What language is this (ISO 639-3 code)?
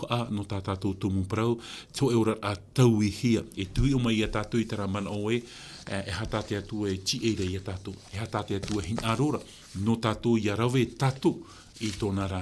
tah